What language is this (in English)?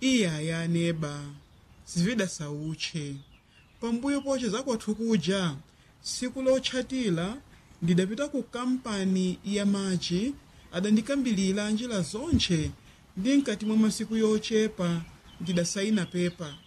Nyanja